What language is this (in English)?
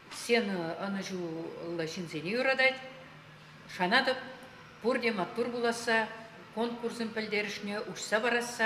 Chuvash